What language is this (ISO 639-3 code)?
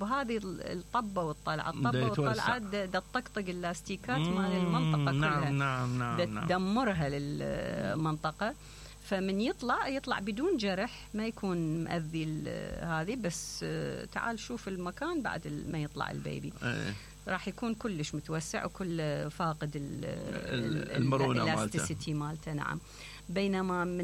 acm